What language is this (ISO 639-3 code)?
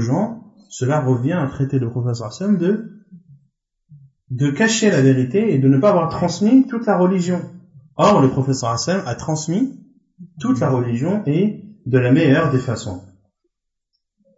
fra